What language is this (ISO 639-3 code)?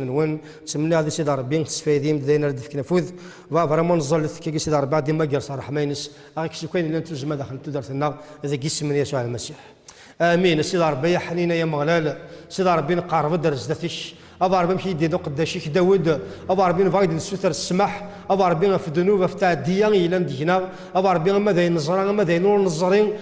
kab